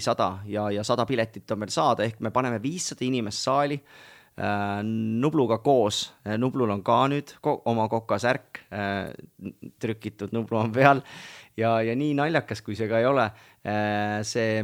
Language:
Estonian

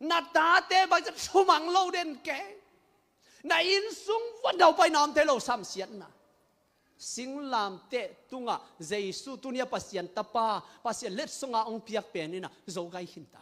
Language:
Tedim Chin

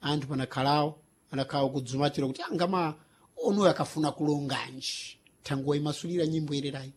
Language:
Sena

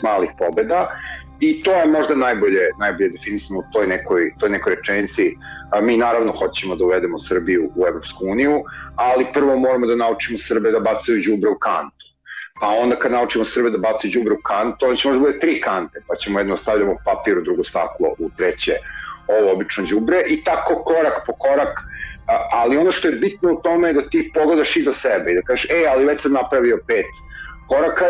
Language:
Serbian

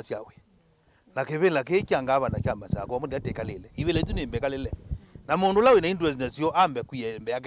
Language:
Kamba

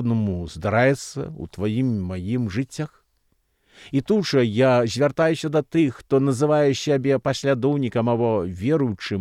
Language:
Belarusian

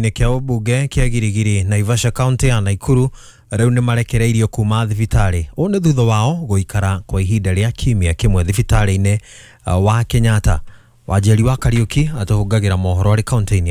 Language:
Kikuyu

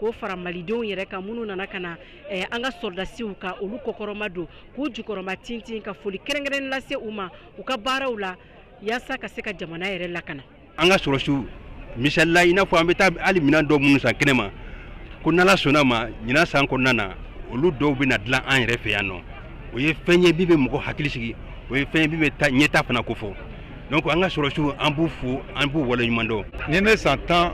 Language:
Bambara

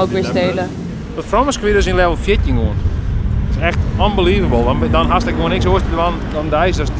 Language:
Western Frisian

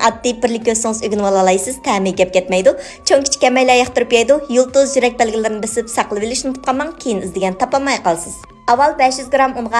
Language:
Uyghur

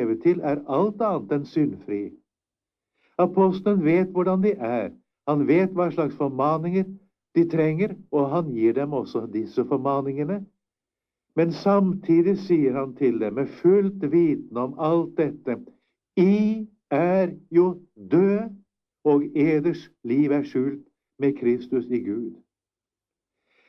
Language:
Norwegian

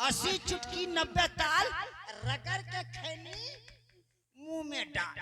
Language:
Angika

